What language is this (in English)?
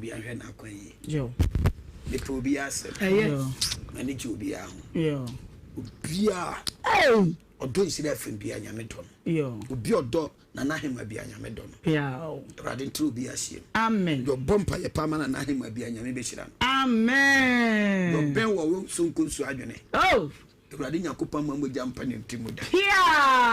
Akan